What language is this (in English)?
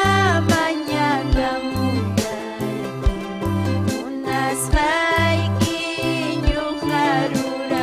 Ayacucho Quechua